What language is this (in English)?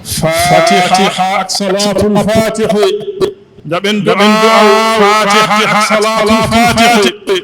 Fula